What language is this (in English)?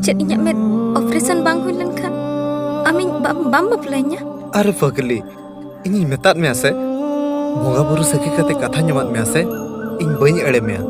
Santali